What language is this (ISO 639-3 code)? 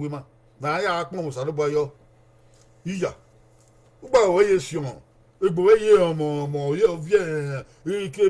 bin